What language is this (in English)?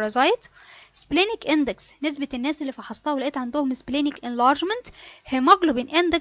Egyptian Arabic